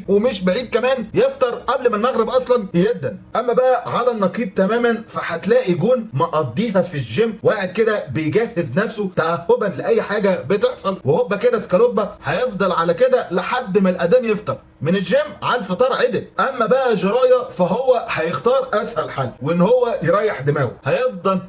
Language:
Egyptian Arabic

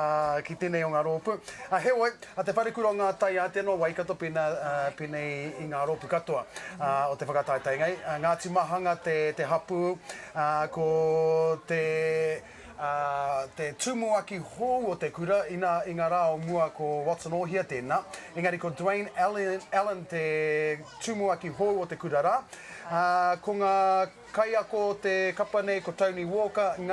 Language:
Māori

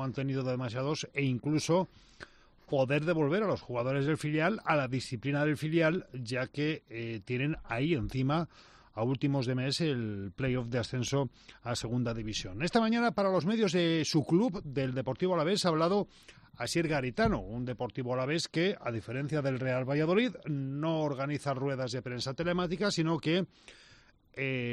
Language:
Spanish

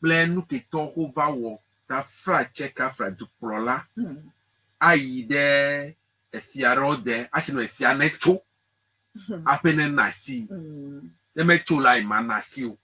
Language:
Ewe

